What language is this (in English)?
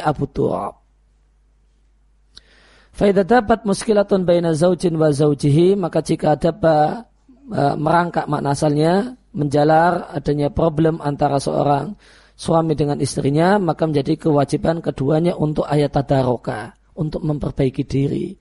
Indonesian